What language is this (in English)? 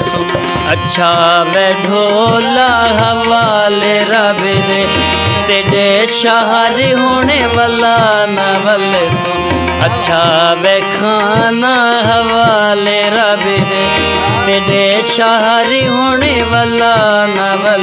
Saraiki